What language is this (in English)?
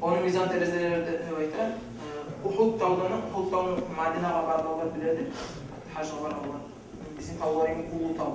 Kumyk